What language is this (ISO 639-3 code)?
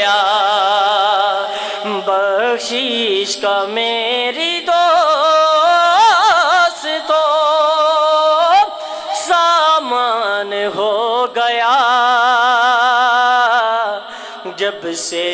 urd